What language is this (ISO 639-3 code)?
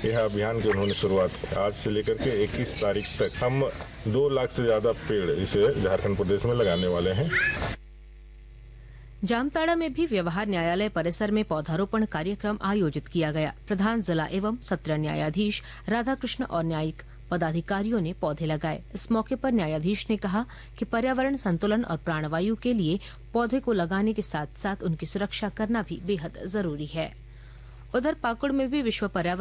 hin